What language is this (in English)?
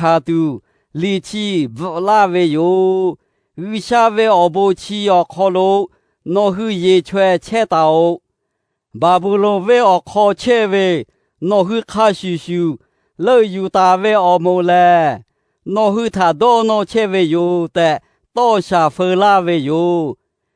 Lahu